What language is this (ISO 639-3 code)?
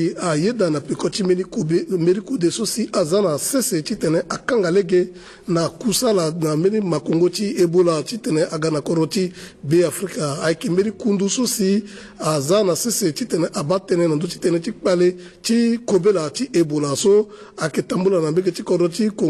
sag